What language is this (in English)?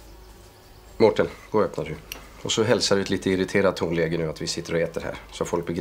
Swedish